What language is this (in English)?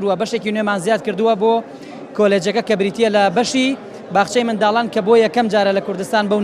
Central Kurdish